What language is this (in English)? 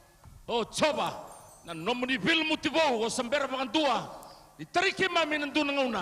Fijian